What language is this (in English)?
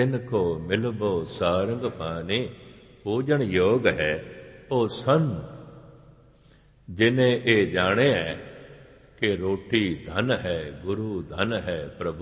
Punjabi